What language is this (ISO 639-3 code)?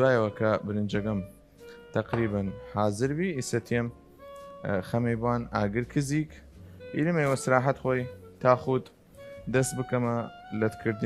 sdh